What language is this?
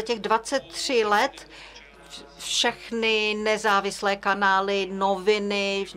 Czech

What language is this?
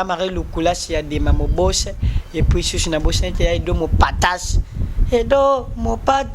Lingala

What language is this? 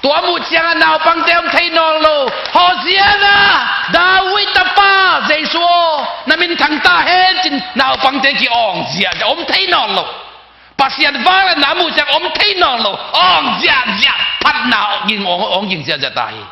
Tedim Chin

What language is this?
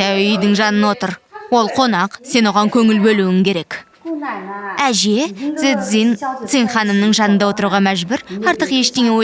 Kazakh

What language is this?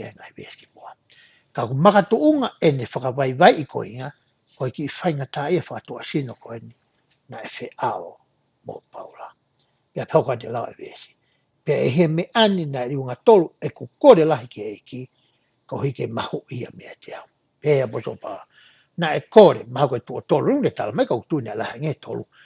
Tongan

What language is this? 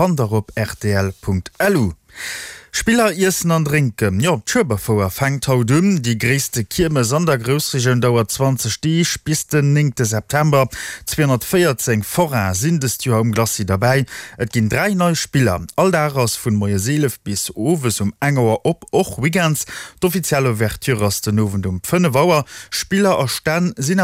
Luxembourgish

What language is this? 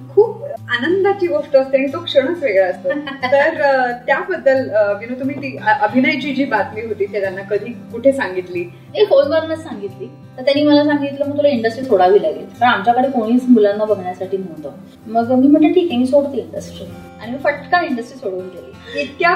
Marathi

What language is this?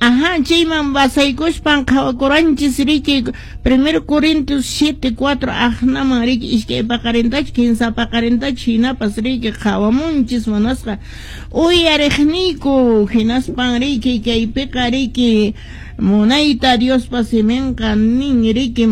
Quechua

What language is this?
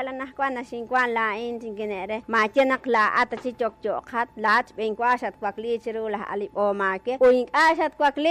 Kekchí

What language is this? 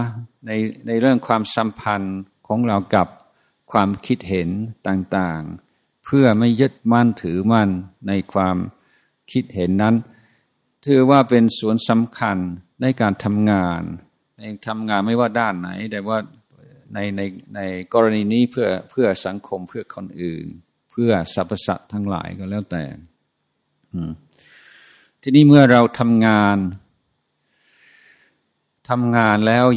Thai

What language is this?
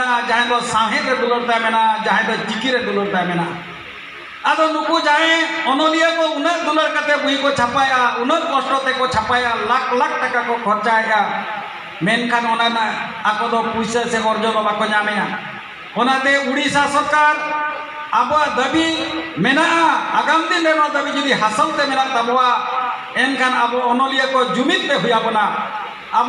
Santali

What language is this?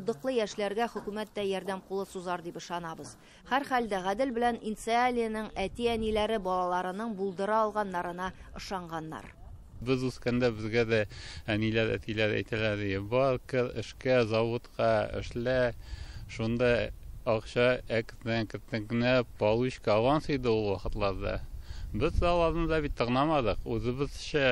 Tatar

